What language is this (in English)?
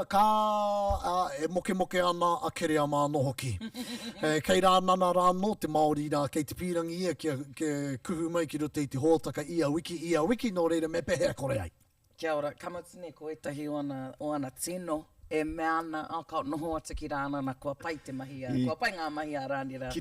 Māori